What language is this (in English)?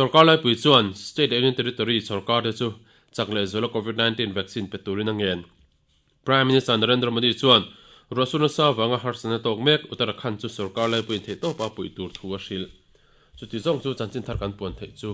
Mizo